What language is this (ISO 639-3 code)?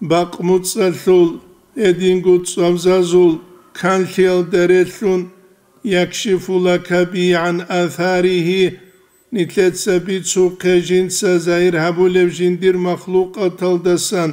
ava